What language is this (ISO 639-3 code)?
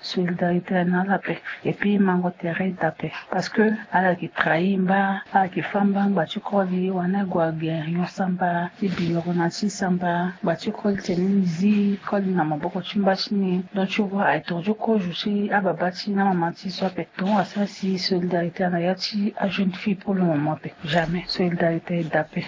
sag